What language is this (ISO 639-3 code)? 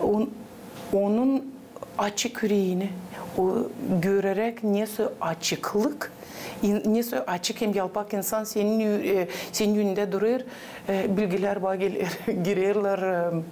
gag